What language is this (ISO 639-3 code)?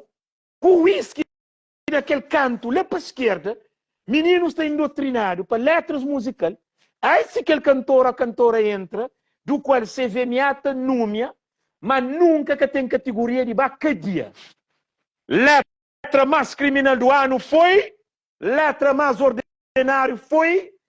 kea